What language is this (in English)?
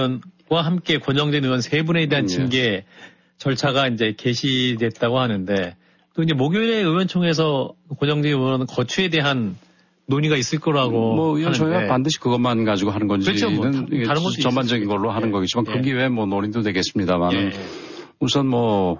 Korean